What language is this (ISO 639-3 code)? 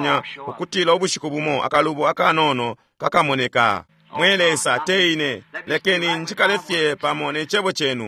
bem